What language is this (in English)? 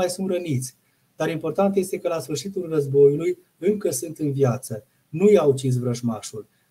Romanian